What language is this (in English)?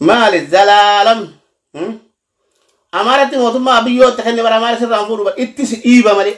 Oromo